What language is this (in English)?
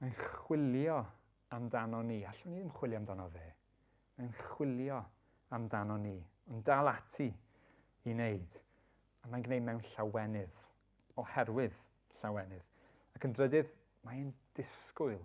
Welsh